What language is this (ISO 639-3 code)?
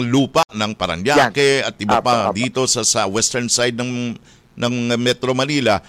fil